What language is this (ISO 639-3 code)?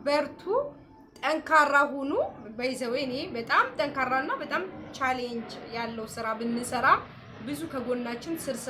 amh